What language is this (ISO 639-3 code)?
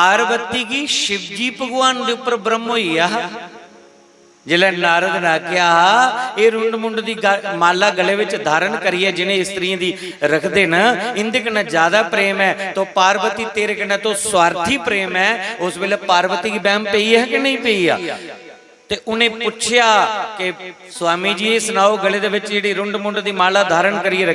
doi